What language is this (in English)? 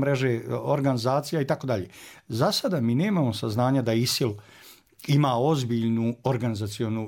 Bosnian